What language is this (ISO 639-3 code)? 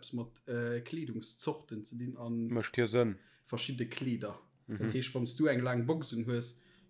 ltz